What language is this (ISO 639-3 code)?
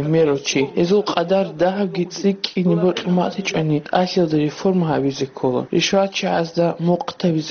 ava